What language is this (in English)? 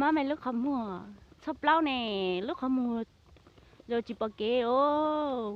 Hmong